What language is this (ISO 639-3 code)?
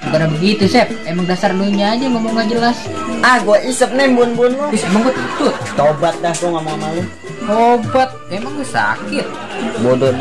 bew